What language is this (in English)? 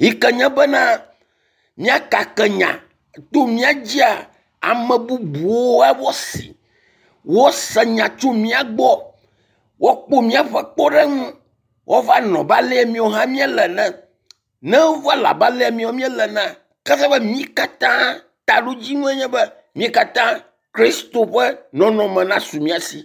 Ewe